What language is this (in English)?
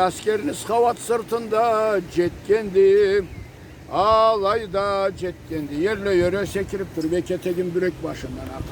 Karachay-Balkar